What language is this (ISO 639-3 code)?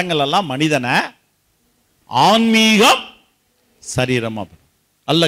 tam